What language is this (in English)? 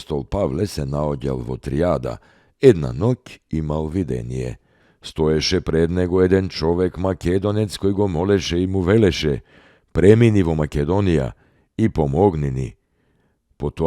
Macedonian